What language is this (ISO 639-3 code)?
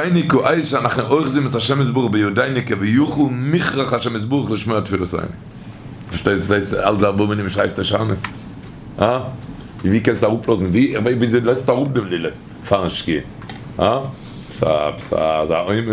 yid